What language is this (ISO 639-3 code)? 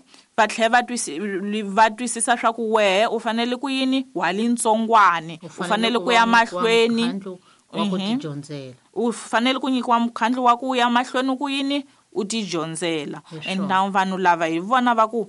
tso